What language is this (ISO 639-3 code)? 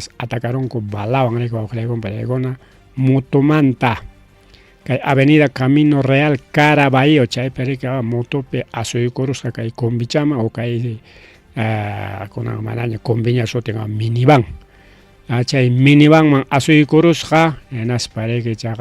quy